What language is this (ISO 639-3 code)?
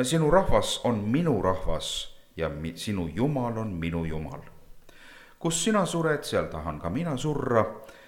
est